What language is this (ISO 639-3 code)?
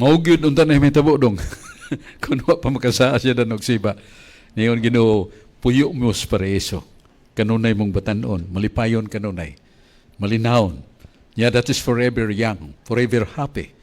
ceb